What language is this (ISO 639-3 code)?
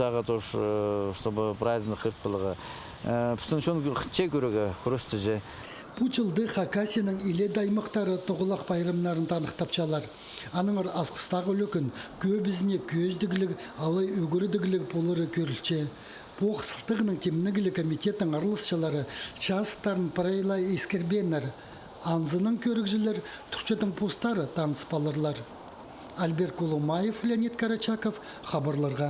kjh